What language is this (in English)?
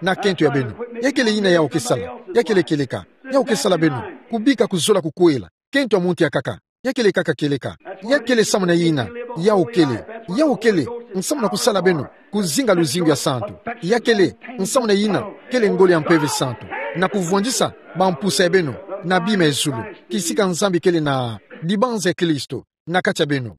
Kituba (Democratic Republic of Congo)